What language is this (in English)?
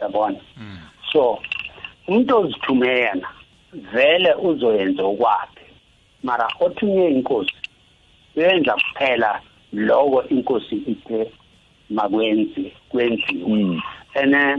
South Ndebele